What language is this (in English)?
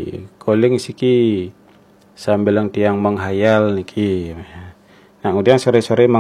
Balinese